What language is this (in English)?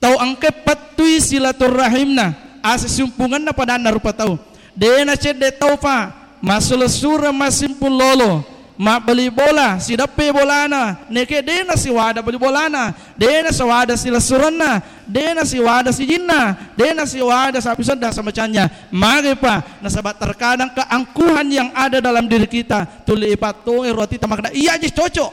Buginese